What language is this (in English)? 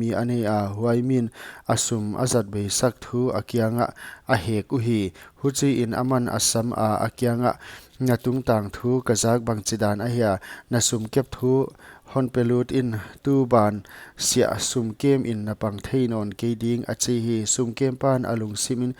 Paite Chin